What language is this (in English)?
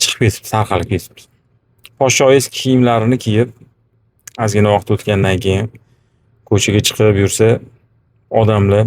Uzbek